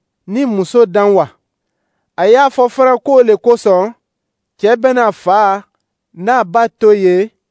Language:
Dyula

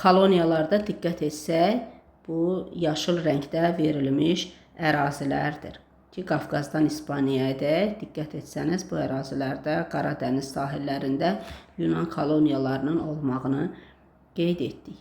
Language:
Azerbaijani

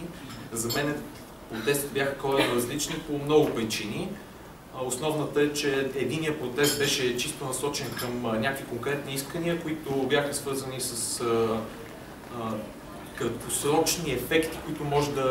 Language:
Bulgarian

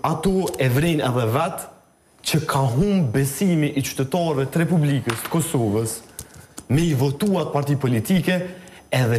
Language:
Albanian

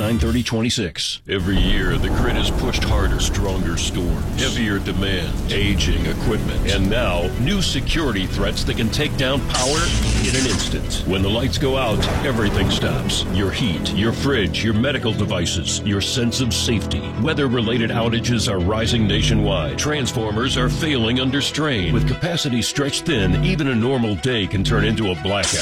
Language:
English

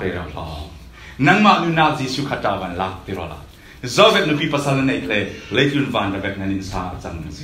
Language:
Falam Chin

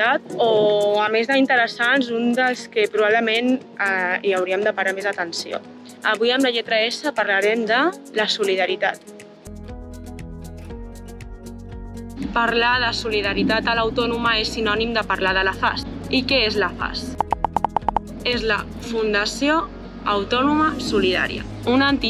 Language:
Catalan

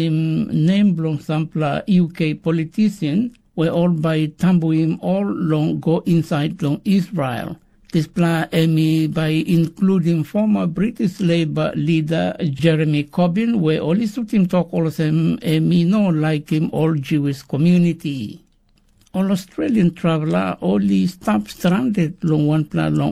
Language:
Tok Pisin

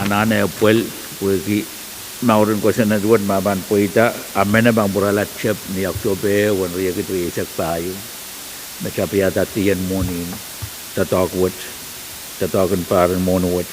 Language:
Pohnpeian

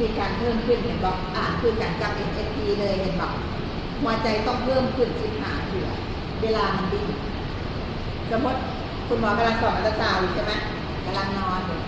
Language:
Lao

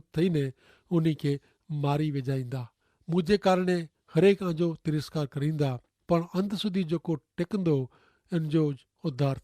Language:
Kachhi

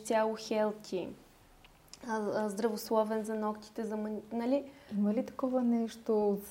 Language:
Bulgarian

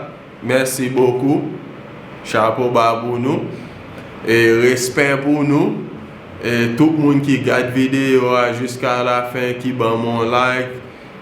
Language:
Haitian Creole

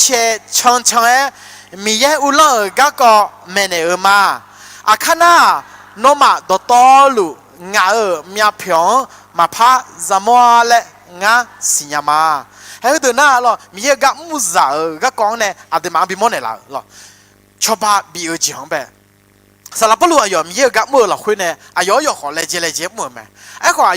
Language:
Akha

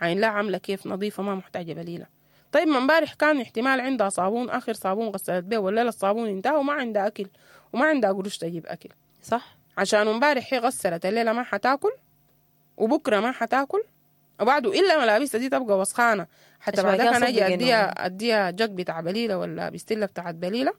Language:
Sudanese Arabic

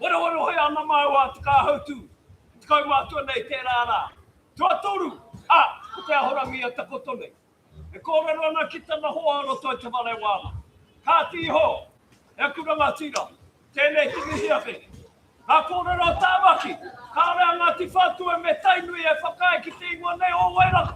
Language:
Māori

